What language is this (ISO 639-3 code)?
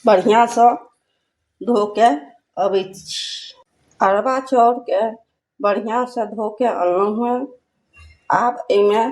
mai